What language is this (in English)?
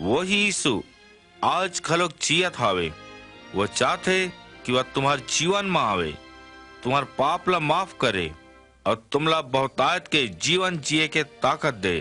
Chhattisgarhi